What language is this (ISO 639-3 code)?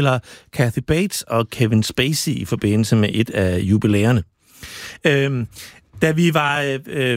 dan